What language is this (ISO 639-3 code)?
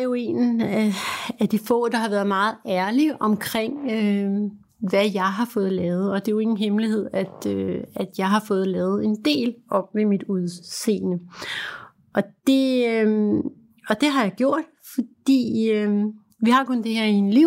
dan